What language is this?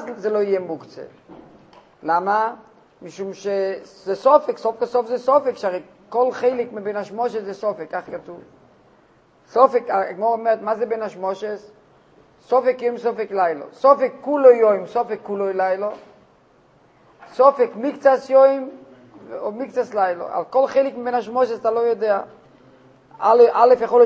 Hebrew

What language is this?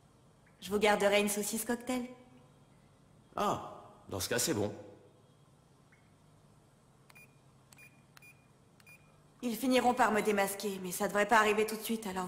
French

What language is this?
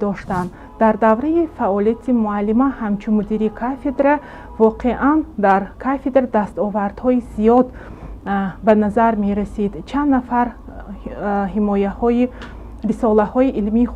Tajik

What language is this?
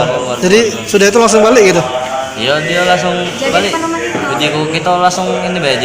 Musi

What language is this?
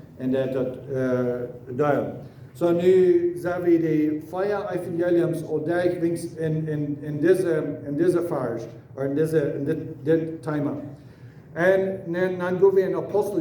Plautdietsch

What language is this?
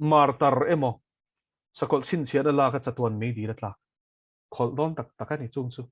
Mizo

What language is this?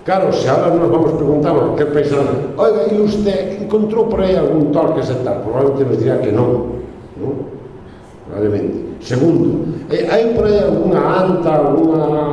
Galician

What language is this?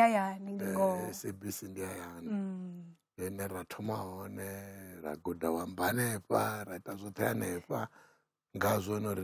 Venda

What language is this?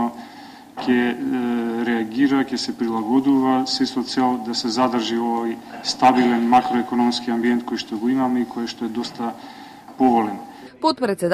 Macedonian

